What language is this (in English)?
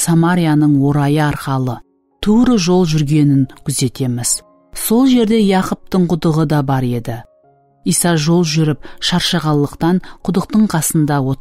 Kara-Kalpak